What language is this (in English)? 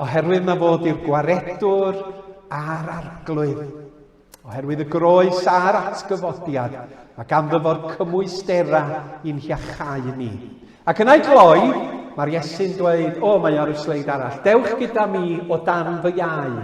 Welsh